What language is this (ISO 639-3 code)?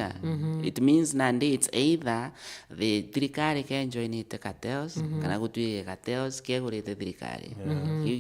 mer